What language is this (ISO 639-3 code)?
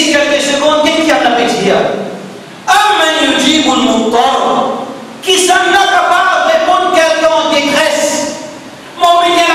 mfe